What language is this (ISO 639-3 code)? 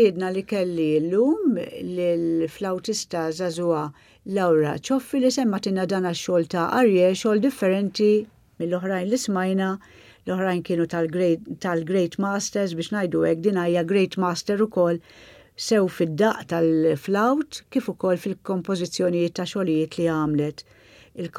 mlt